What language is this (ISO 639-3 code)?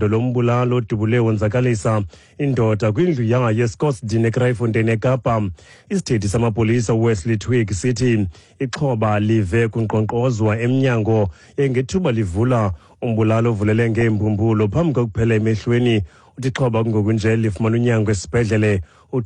xho